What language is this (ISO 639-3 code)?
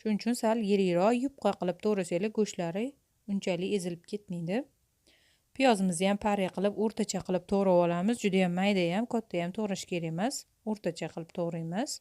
uzb